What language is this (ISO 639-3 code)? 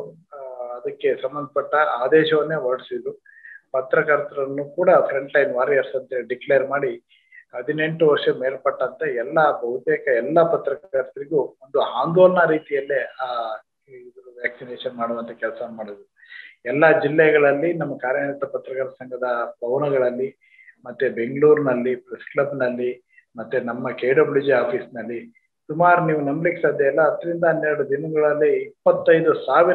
kan